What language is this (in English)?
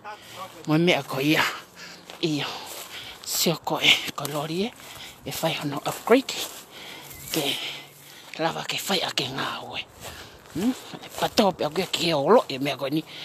Tongan